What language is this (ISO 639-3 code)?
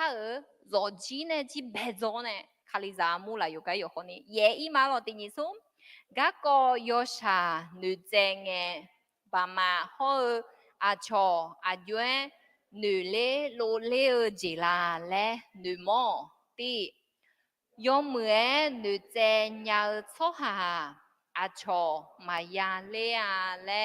ahk